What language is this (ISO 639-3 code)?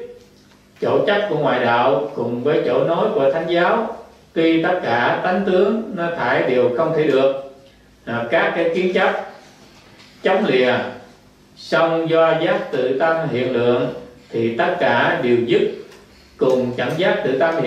vie